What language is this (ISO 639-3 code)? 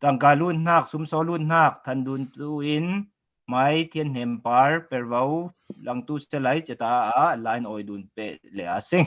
cfm